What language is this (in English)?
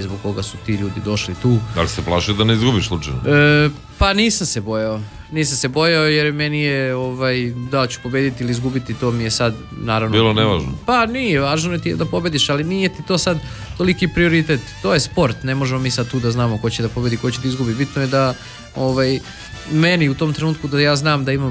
Serbian